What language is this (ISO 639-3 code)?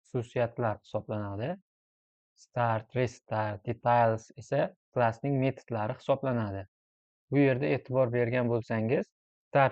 uzb